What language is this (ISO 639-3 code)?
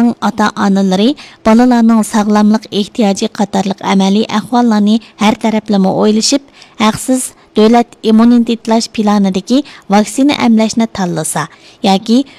uig